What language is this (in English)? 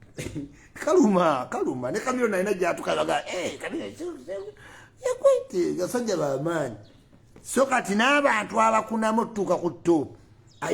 Ganda